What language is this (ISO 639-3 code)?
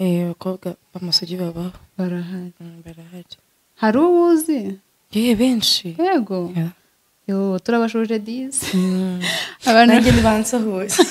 kin